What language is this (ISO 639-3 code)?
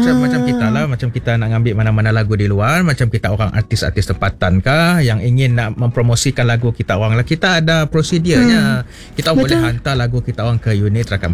msa